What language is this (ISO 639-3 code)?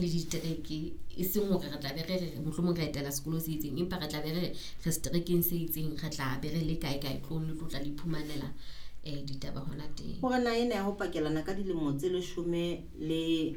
sot